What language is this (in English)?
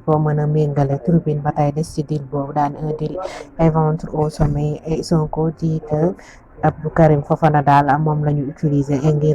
Wolof